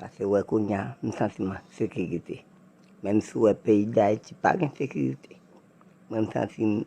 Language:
Haitian Creole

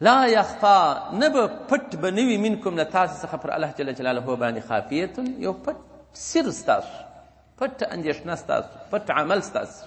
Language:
Pashto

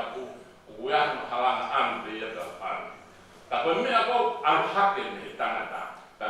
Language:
Tongan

